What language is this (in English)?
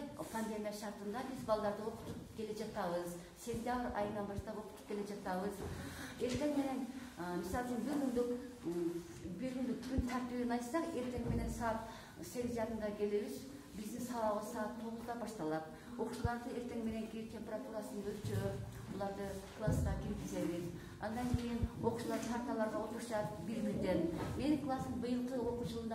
Kyrgyz